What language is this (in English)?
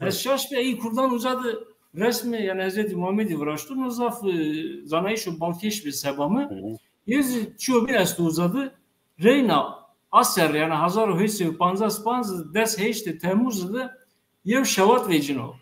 Zaza